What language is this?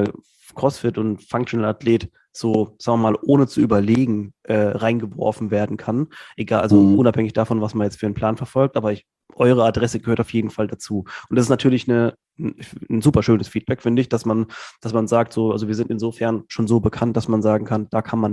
German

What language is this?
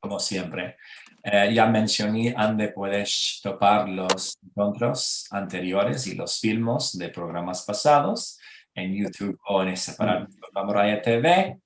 Ladino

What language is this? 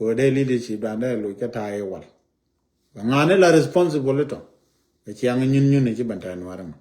Nuer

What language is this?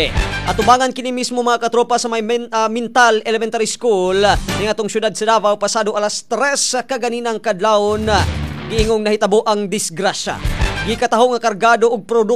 Cebuano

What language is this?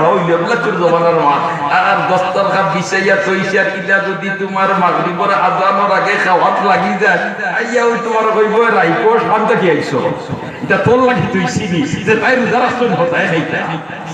Sylheti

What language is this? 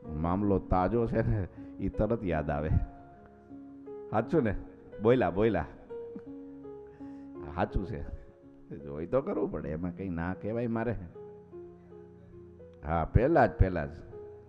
Gujarati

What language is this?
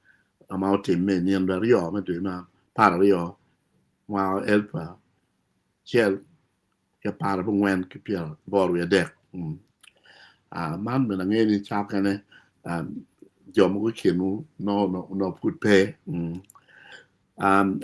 Acoli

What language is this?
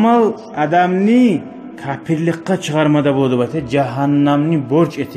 Kumyk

